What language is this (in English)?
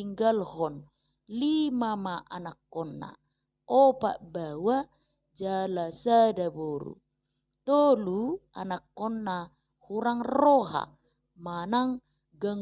Batak Toba